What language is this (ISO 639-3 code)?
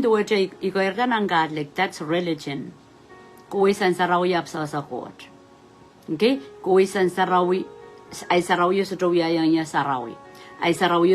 pon